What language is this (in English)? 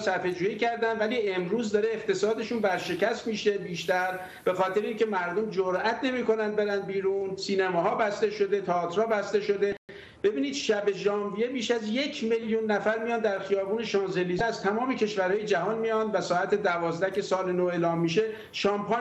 Persian